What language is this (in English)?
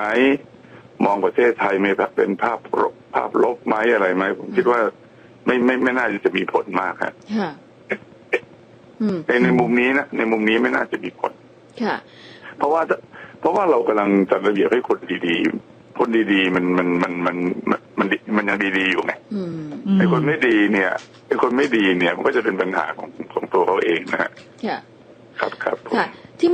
Thai